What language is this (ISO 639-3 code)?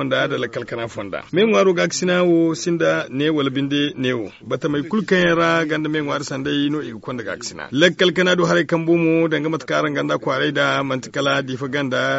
dje